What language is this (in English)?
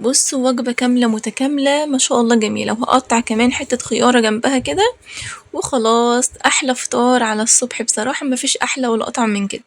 Egyptian Arabic